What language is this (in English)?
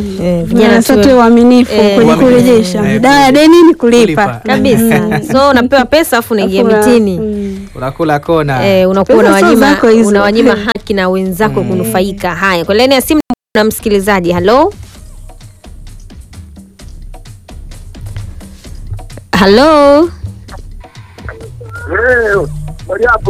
Swahili